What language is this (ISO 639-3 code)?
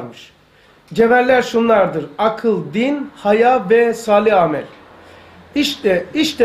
tur